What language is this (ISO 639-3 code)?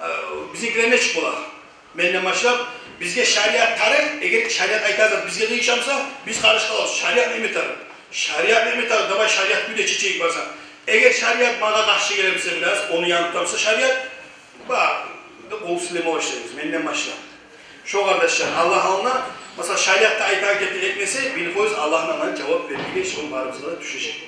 kum